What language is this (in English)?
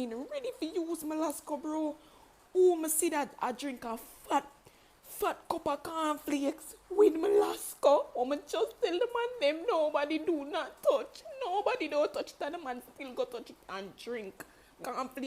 Jamaican Creole English